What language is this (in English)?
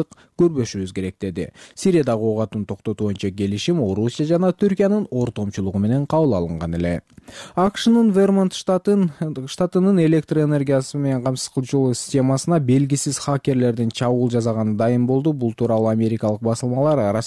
Kyrgyz